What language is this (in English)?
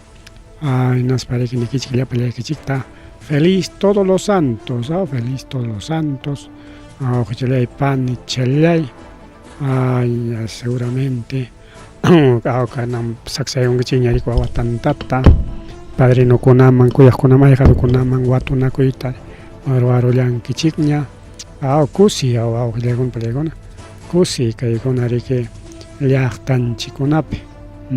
Ayacucho Quechua